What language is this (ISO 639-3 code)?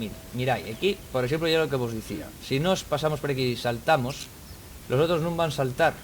ast